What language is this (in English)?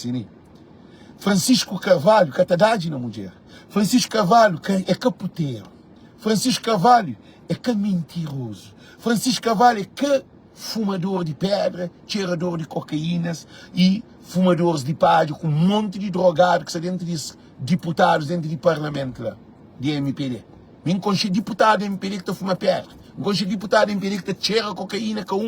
Kabuverdianu